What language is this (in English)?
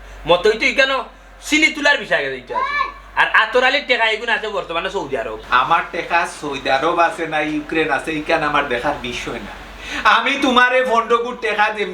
Sylheti